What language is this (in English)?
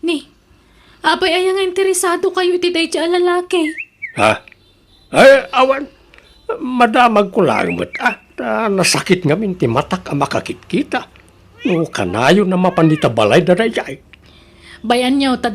Iloko